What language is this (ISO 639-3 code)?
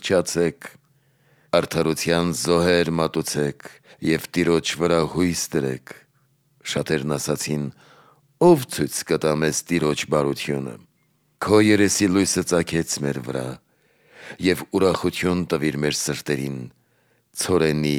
hye